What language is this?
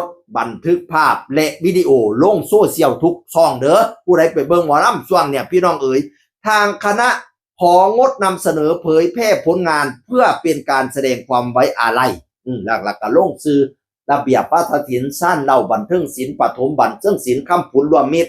Northeastern Thai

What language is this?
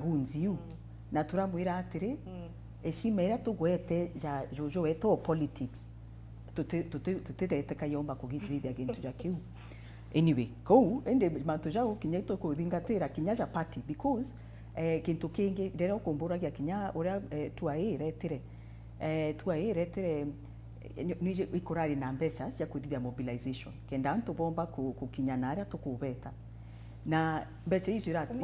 Meru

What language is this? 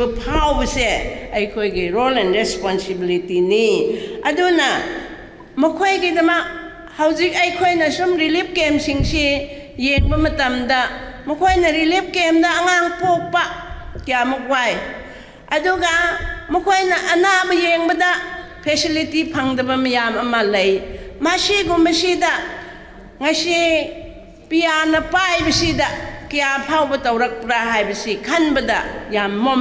Manipuri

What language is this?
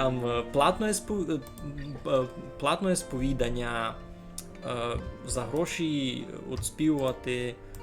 Rusyn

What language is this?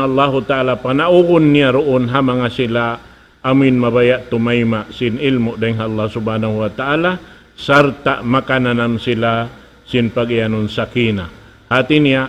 Tausug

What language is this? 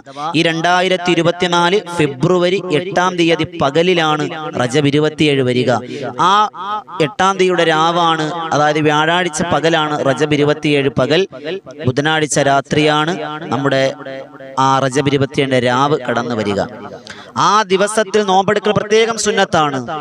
Malayalam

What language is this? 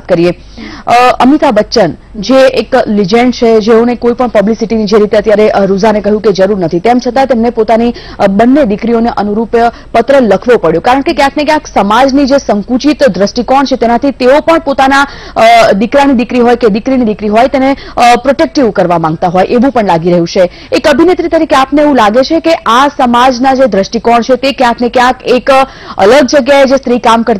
Gujarati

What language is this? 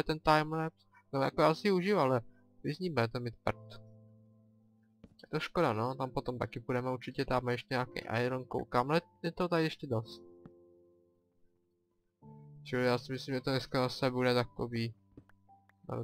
Czech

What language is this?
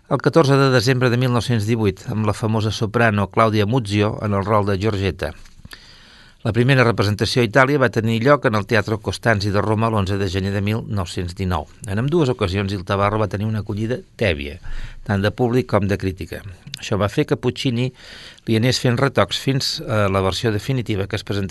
Catalan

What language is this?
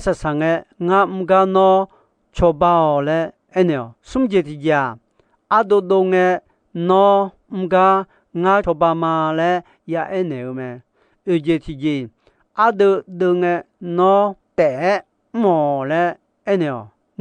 Akha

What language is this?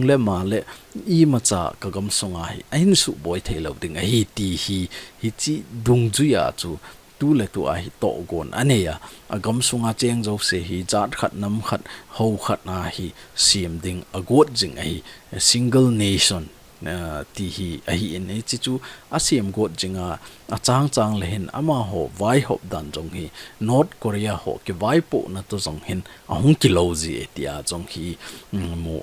Thado Chin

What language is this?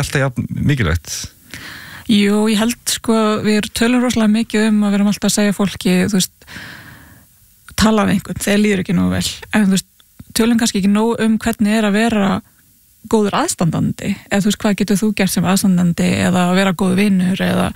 Icelandic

